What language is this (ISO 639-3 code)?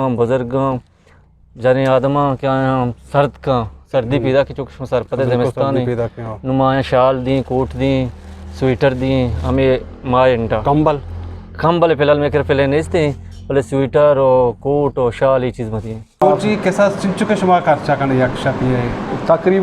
bgp